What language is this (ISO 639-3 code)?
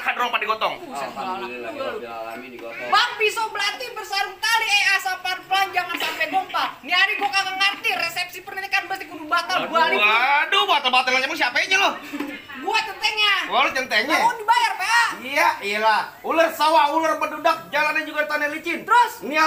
bew